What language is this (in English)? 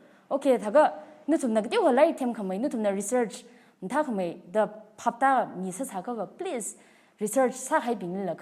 Tangkhul Naga (India)